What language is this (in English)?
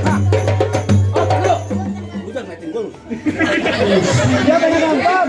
Betawi